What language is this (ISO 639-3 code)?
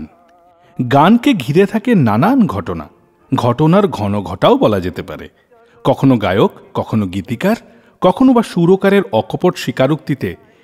ben